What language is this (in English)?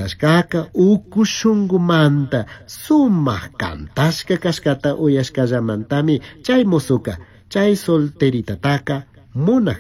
Chimborazo Highland Quichua